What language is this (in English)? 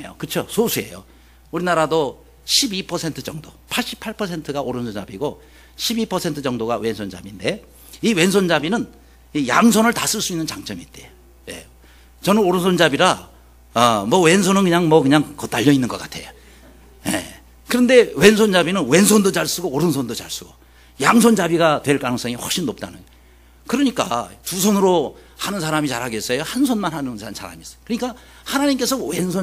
Korean